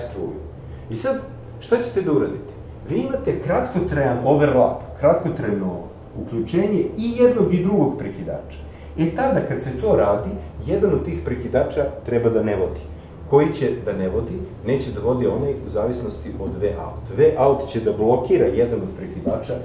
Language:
Serbian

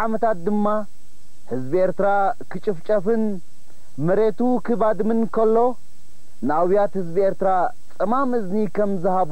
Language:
Tigrinya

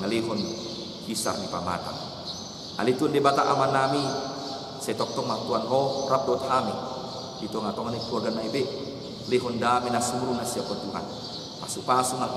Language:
Batak Toba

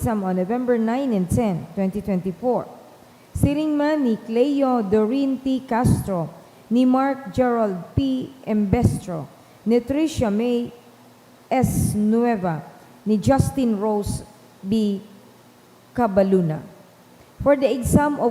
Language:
Bikol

